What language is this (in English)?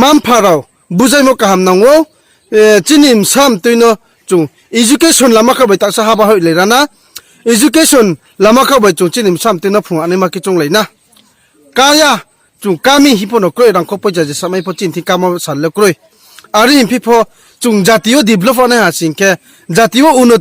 Riang (India)